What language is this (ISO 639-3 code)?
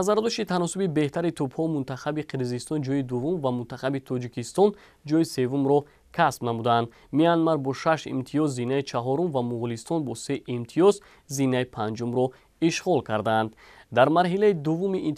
tgk